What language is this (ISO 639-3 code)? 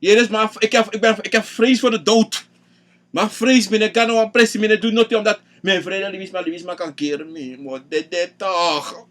srn